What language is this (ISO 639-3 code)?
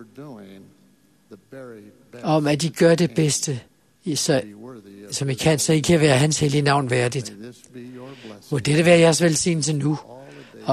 dan